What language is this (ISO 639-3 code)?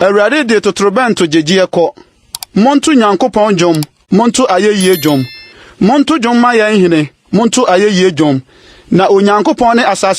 aka